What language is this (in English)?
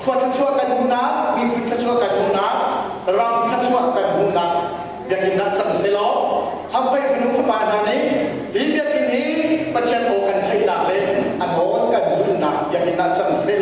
Hakha Chin